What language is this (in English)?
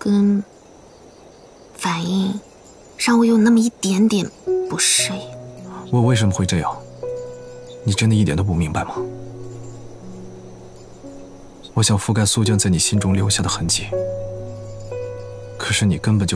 Chinese